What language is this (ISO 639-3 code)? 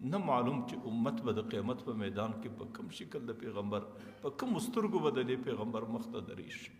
pus